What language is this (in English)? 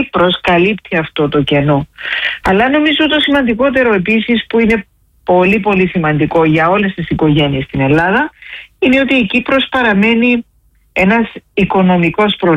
Greek